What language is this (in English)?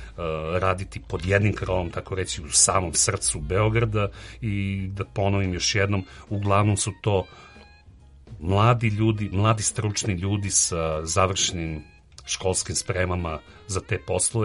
Serbian